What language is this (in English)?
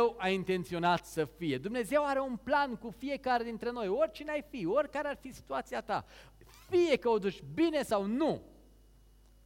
Romanian